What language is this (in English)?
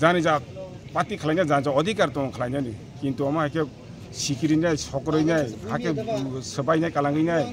Kok Borok